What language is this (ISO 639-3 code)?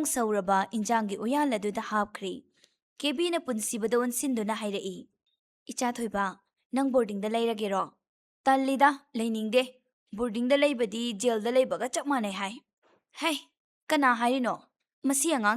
mni